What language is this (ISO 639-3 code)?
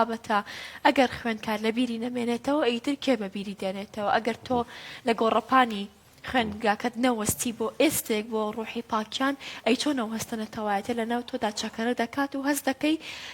ckb